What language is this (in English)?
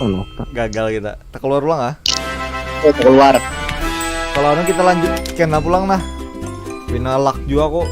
Banjar